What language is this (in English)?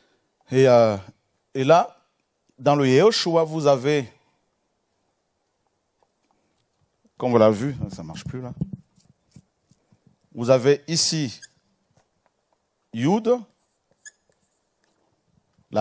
French